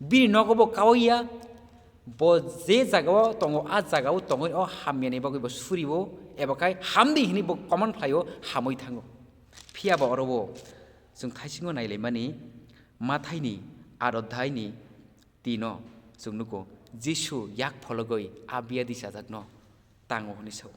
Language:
Kok Borok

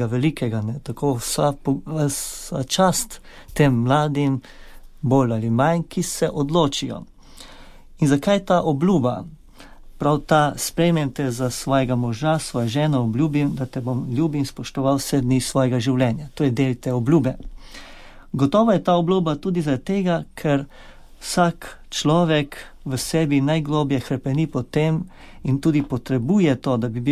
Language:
Slovenian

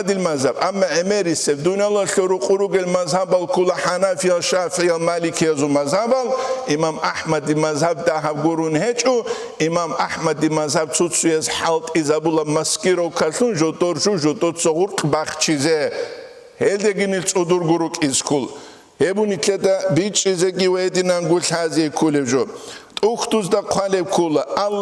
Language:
Avaric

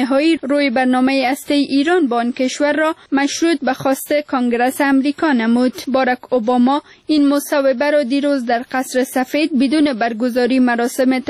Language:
Persian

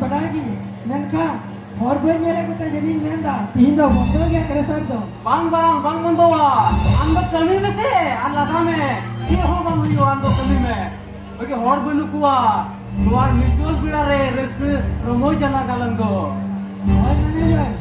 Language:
Santali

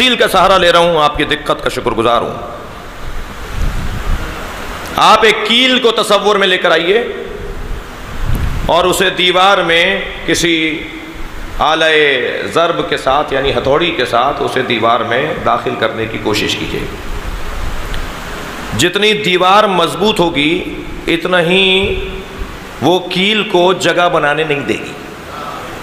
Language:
Urdu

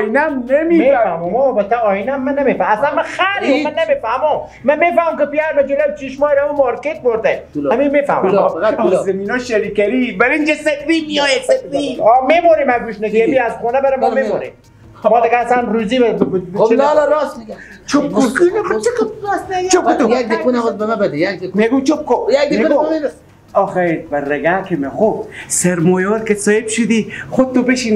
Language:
Persian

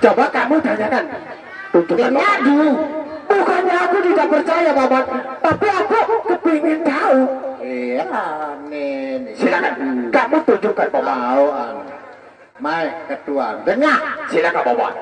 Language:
Sasak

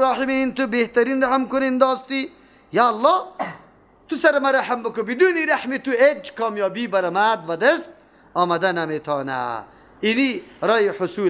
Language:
Persian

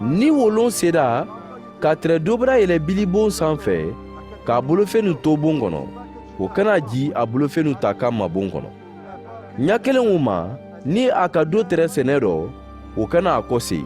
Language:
Mandingo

